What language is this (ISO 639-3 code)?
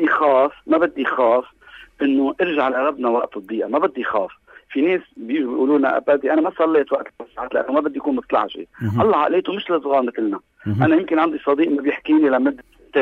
apc